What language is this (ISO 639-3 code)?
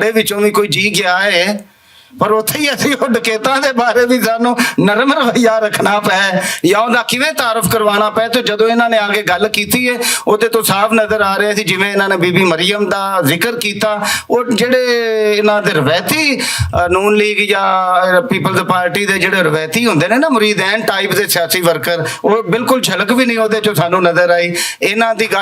lah